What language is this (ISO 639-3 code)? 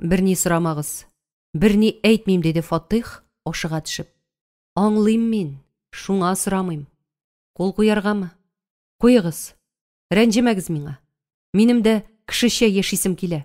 tat